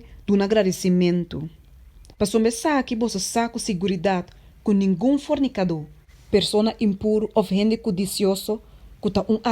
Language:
Papiamento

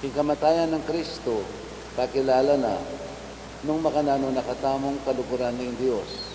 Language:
Pampanga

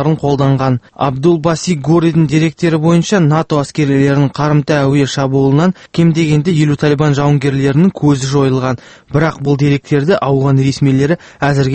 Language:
Kazakh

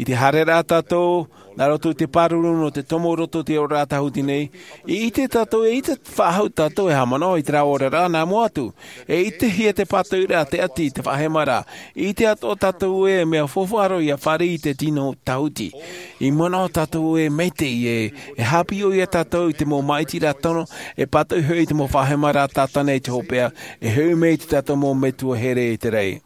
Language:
Tahitian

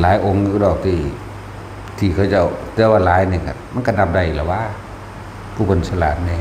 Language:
Northeastern Thai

